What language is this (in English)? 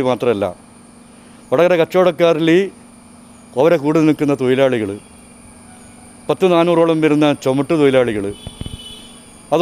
Malayalam